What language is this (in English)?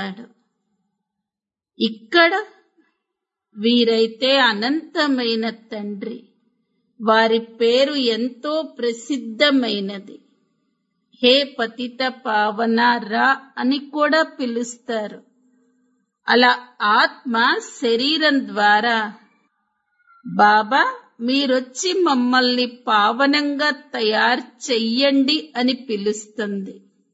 Telugu